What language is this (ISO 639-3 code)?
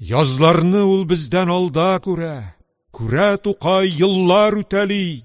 tat